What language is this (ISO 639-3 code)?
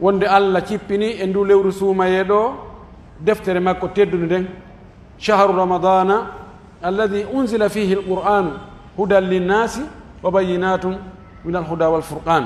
fuf